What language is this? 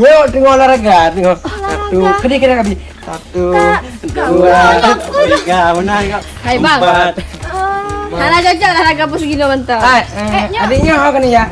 Achinese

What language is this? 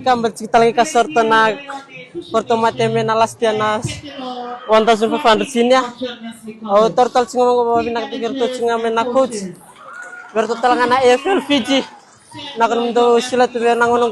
Fijian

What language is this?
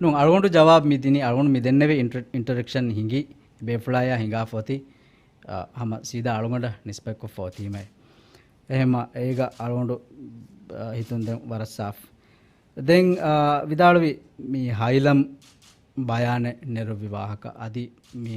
Divehi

